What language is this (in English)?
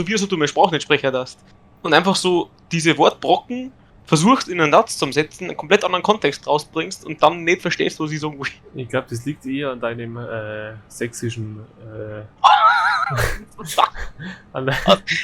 Bavarian